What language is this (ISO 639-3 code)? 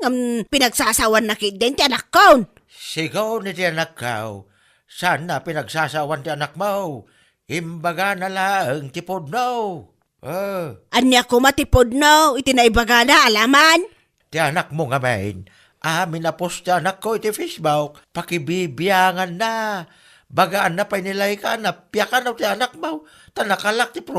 ilo